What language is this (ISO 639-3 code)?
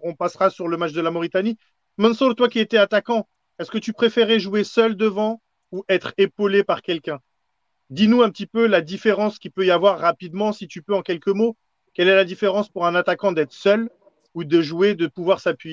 fra